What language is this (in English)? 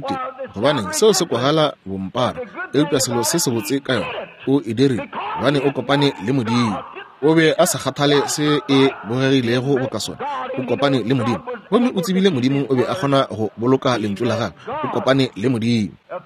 Northern Sotho